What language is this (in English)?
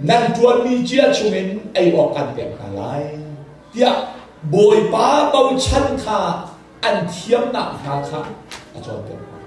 Hakha Chin